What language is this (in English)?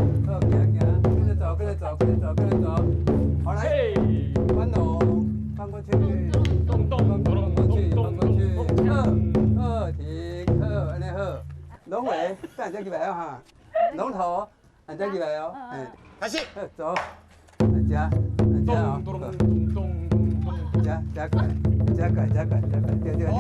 Min Nan Chinese